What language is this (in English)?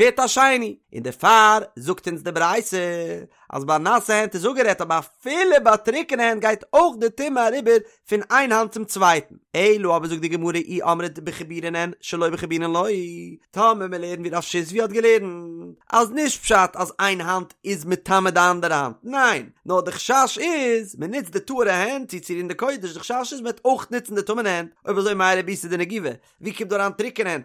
Yiddish